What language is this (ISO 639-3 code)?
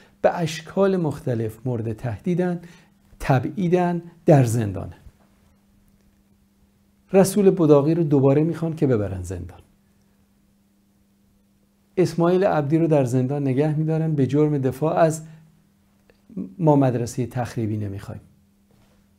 fas